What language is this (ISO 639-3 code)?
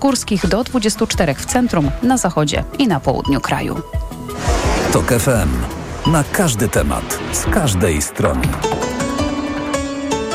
pol